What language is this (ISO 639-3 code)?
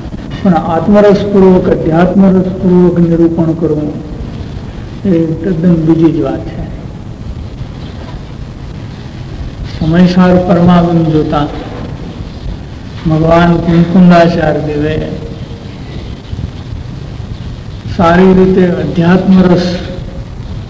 guj